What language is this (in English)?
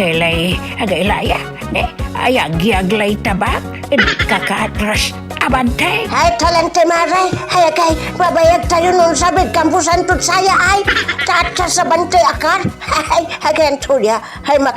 Pangasinan